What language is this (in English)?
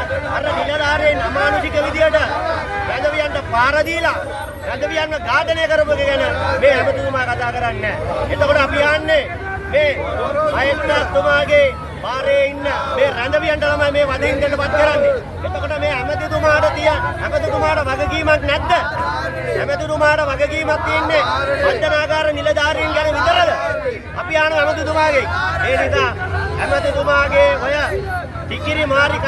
Sinhala